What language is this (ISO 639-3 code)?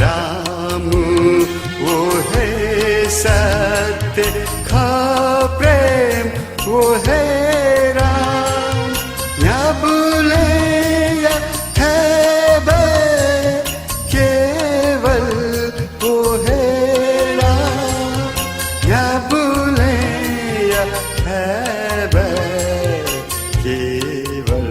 new